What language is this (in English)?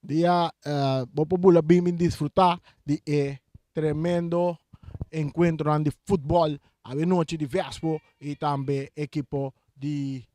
Papiamento